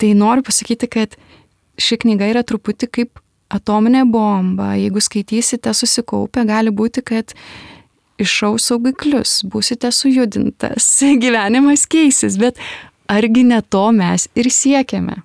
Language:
Lithuanian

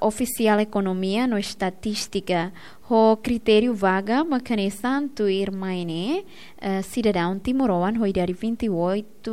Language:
Tetum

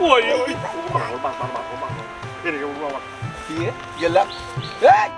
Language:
Sylheti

